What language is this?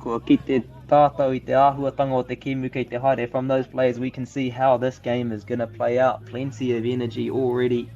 Māori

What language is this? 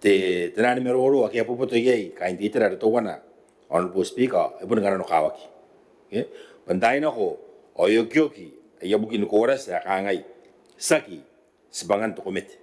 Gilbertese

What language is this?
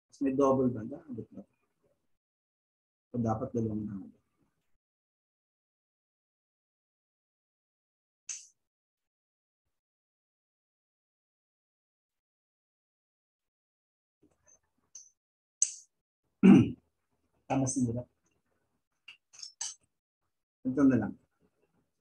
Filipino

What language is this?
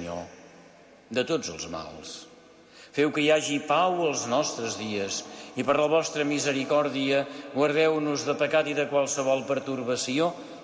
Catalan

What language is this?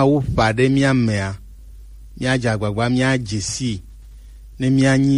Gen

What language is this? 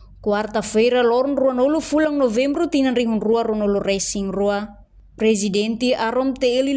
Tetum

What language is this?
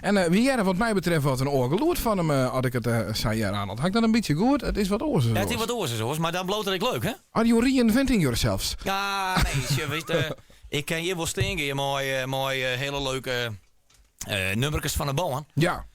Western Frisian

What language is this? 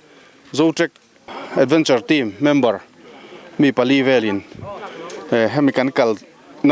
Mizo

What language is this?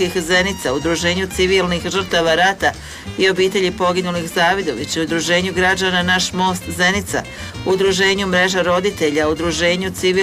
Bosnian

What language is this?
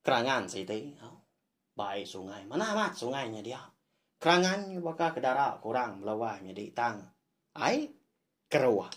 Iban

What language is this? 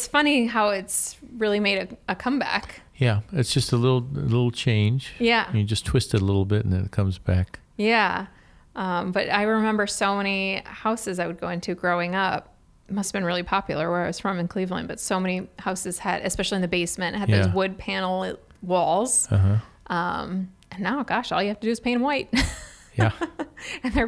English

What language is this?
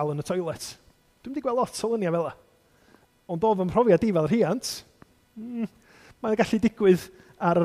Welsh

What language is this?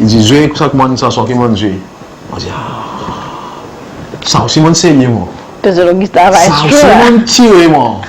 Seselwa Creole French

